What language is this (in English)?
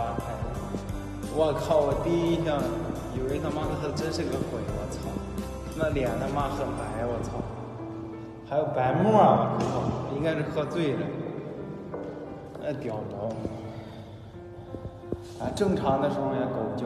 Chinese